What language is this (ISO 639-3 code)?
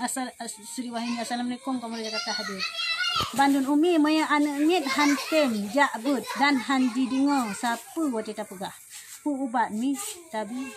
ace